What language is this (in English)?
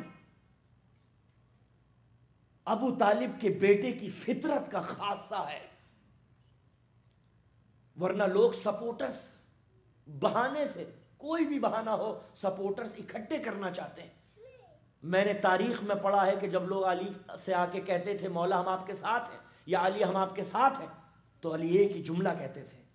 Urdu